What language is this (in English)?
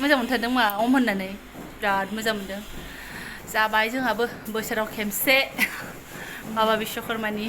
Bodo